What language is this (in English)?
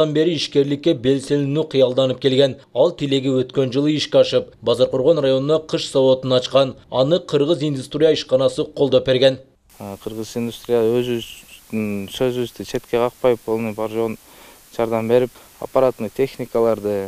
Kyrgyz